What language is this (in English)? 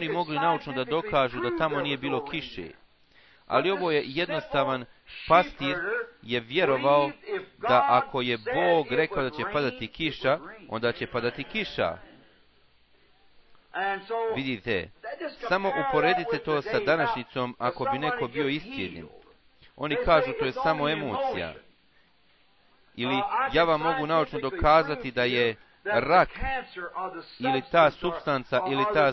Bosnian